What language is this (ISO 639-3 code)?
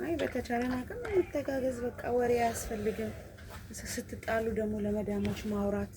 amh